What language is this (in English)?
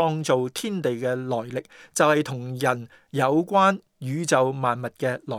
Cantonese